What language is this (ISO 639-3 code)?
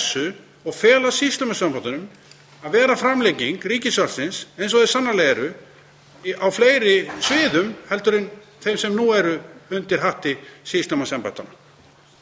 isl